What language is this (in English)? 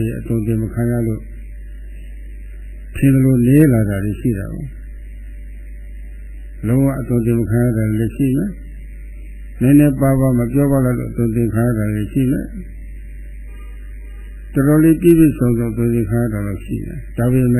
Burmese